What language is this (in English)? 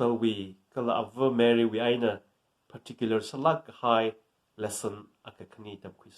Tangkhul Naga (India)